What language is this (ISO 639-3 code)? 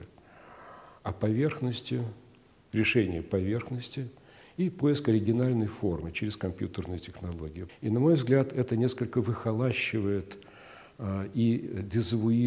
rus